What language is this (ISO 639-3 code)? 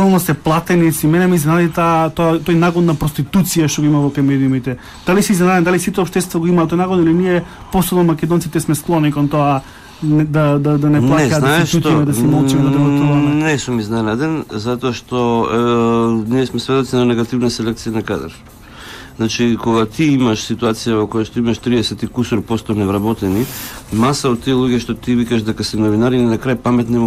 mkd